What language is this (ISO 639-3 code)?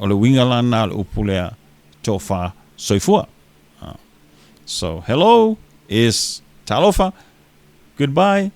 smo